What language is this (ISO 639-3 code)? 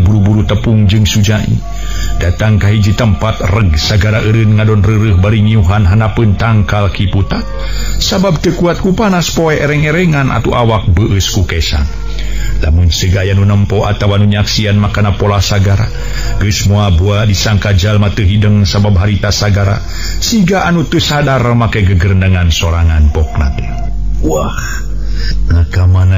sun